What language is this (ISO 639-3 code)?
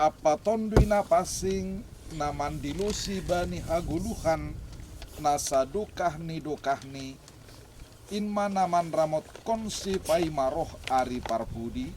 bts